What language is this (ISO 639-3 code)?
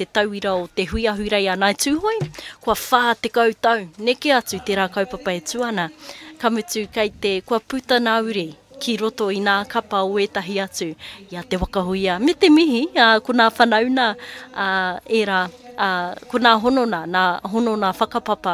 mri